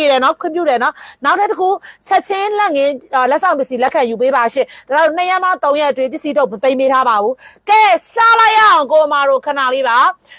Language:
Burmese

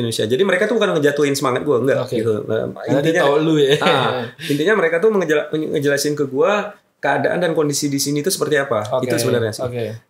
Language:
Indonesian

